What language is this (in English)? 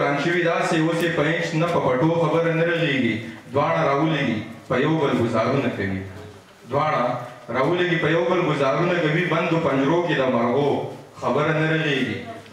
Pashto